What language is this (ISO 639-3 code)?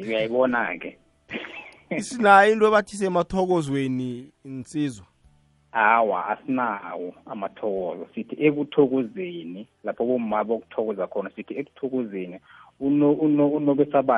nbl